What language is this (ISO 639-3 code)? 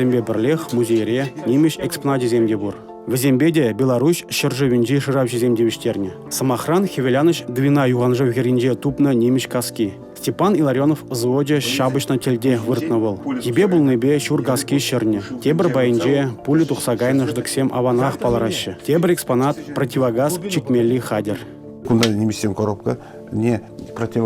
chv